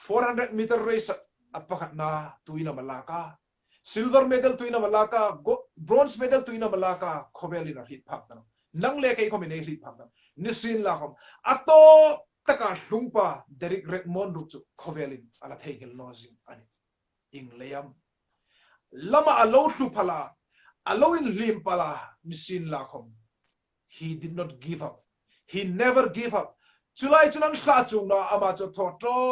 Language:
Hmar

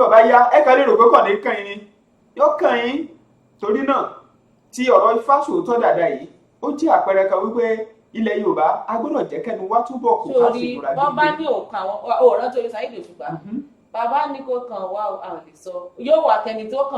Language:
Yoruba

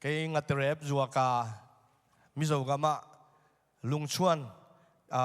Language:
Tedim Chin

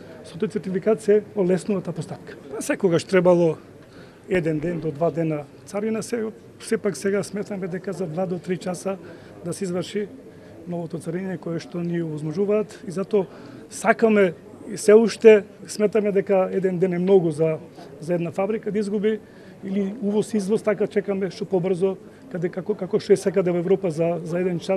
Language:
Macedonian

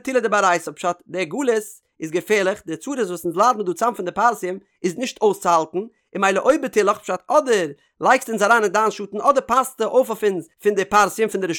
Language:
Yiddish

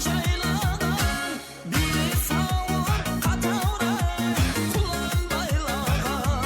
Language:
Kara-Kalpak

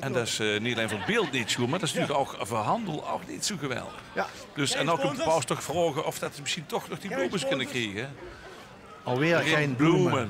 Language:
Limburgish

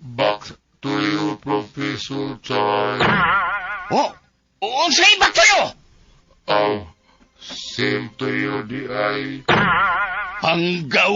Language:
Cebuano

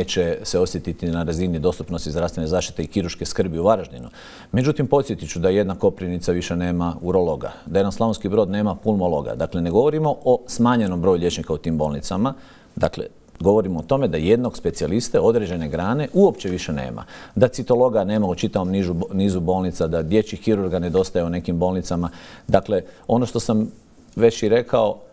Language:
Croatian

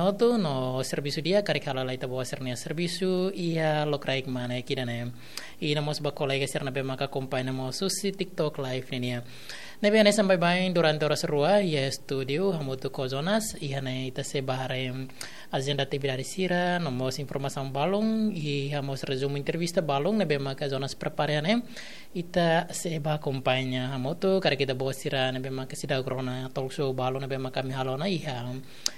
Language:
Tetum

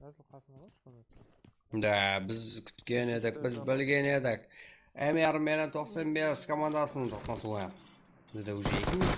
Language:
Kara-Kalpak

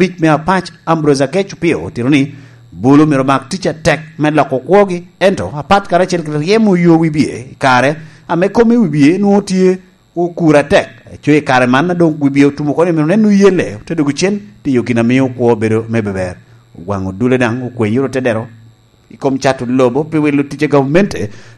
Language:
Lango (Uganda)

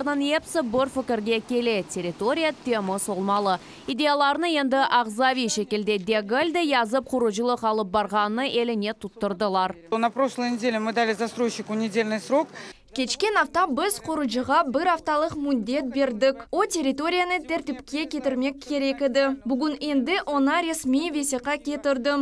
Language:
Crimean Tatar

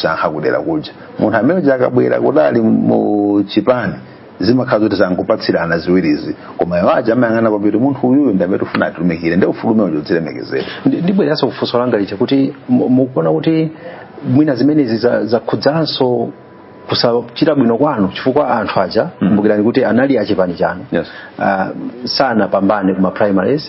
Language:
Nyanja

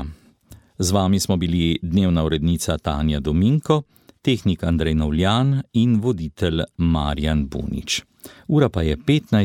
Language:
Slovenian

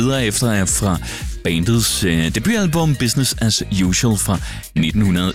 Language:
Danish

